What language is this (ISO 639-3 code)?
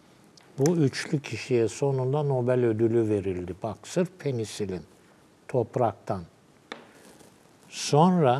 tur